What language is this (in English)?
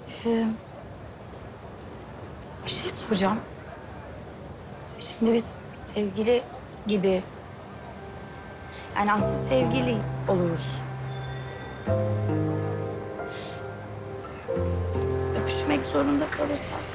Turkish